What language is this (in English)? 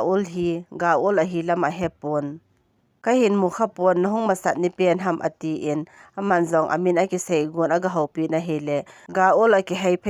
Thado Chin